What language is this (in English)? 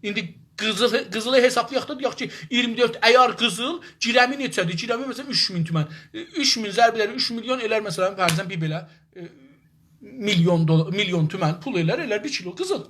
South Azerbaijani